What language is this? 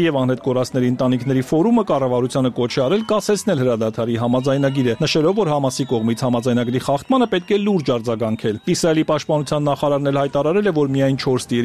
Armenian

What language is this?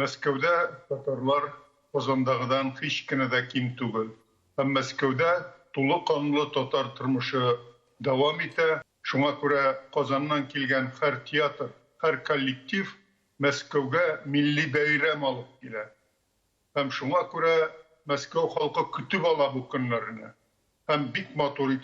Tatar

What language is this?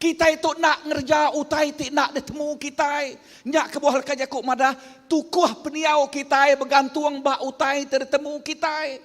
Iban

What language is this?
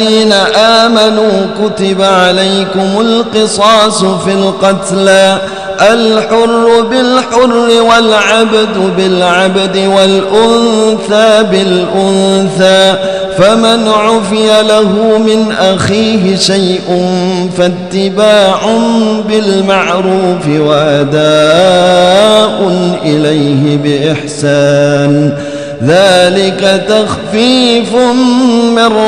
Arabic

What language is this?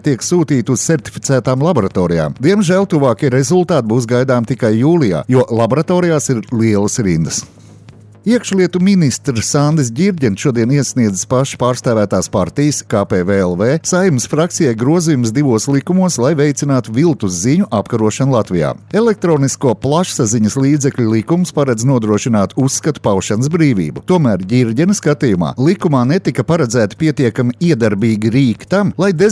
Latvian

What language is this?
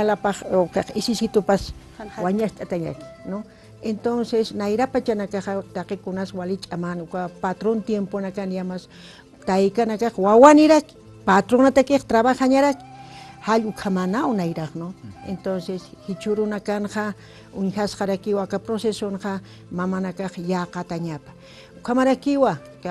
Aymara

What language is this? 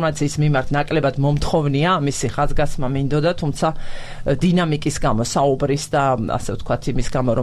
Georgian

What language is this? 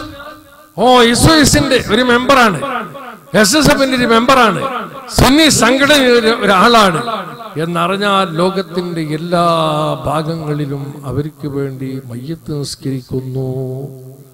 Malayalam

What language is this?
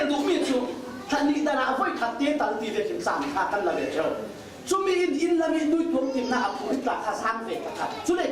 Falam Chin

